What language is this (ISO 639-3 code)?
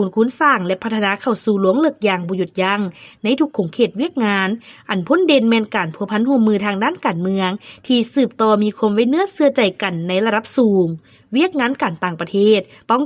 lao